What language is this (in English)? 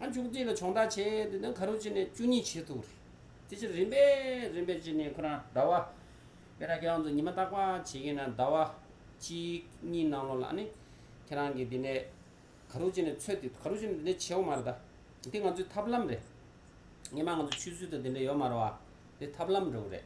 Tibetan